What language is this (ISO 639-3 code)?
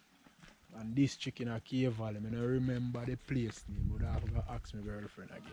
jam